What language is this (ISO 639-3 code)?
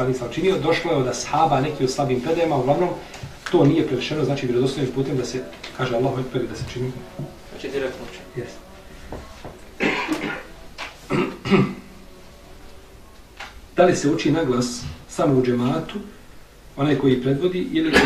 bos